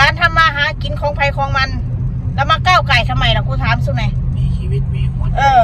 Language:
Northeastern Thai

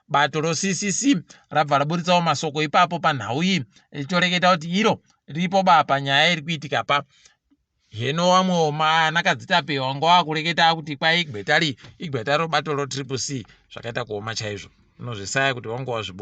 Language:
Ndau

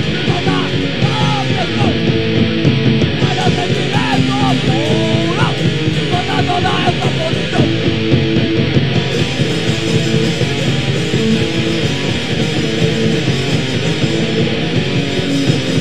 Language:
Portuguese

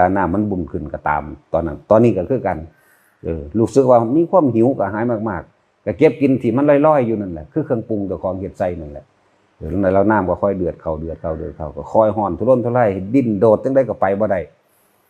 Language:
Northeastern Thai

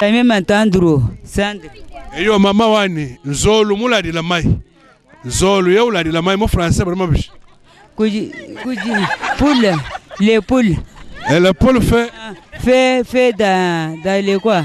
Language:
Luba-Lulua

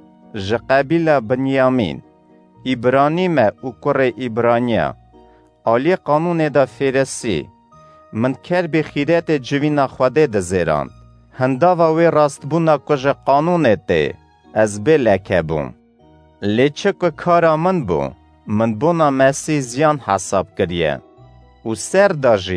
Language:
Kurdish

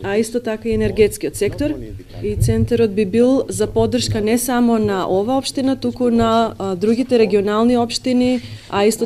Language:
Macedonian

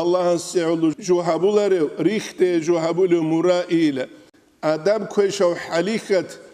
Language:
Avaric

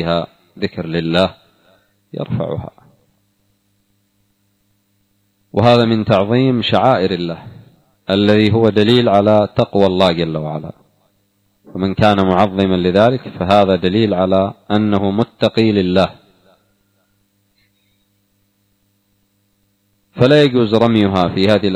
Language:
Arabic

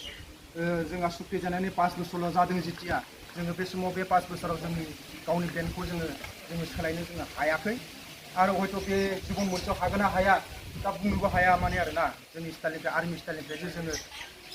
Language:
Bodo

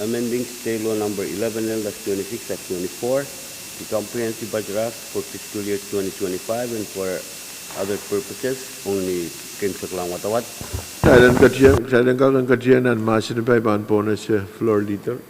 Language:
Pohnpeian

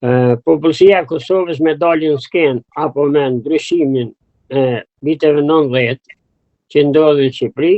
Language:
Albanian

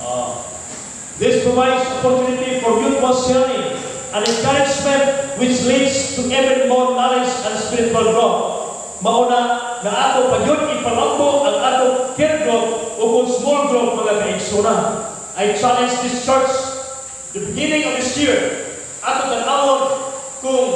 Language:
Cebuano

